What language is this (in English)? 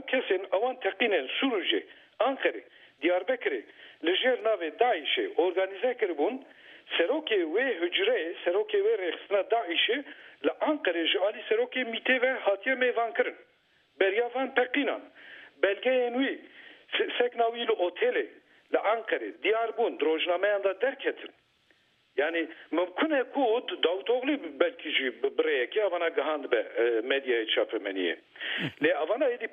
Kurdish